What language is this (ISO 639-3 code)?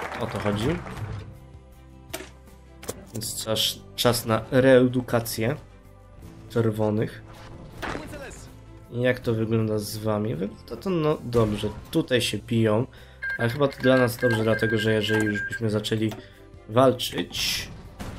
pol